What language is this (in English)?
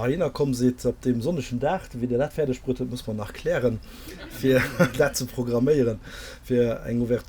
Luxembourgish